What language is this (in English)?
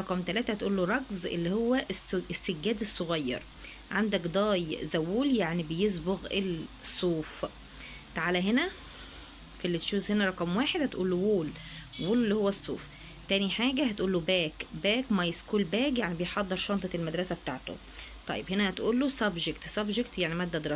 Egyptian Arabic